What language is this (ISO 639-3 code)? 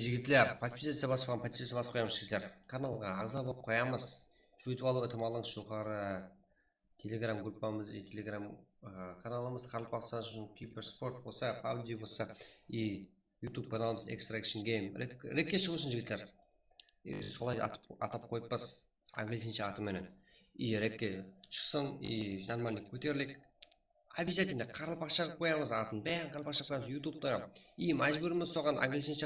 kaa